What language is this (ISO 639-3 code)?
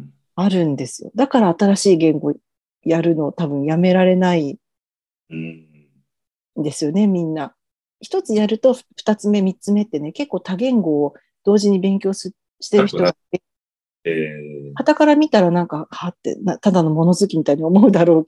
jpn